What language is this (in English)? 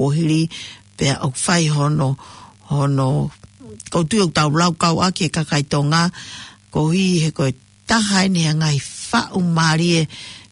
Tongan